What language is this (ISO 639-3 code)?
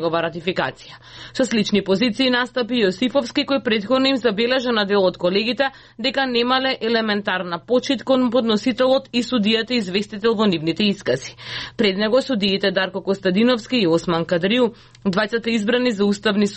mkd